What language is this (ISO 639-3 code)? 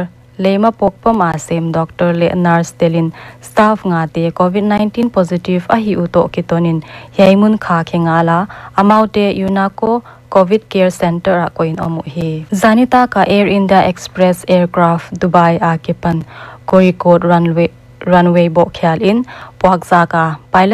pck